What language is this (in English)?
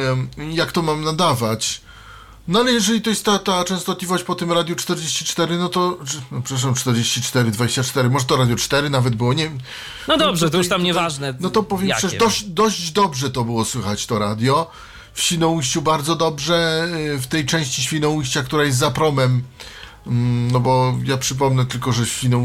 Polish